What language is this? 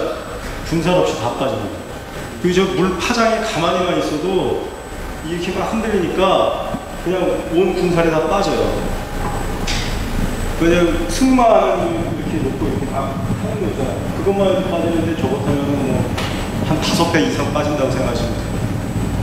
Korean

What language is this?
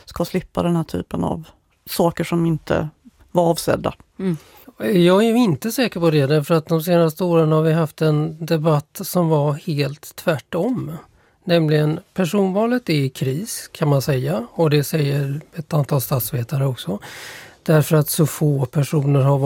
Swedish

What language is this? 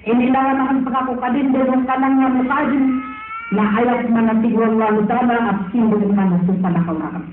Maranao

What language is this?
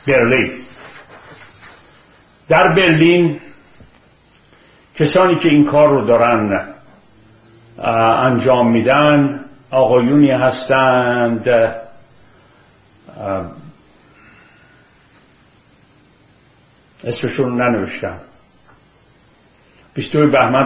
Persian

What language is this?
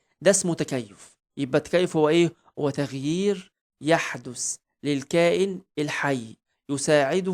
Egyptian Arabic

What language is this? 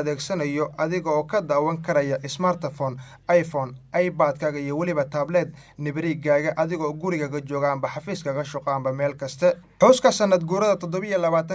Somali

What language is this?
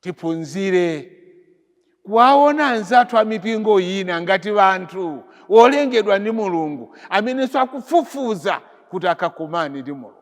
Nyanja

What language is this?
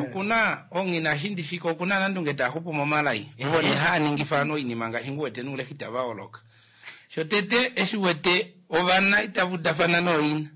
Kuanyama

